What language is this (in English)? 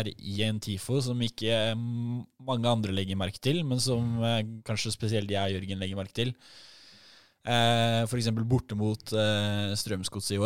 Norwegian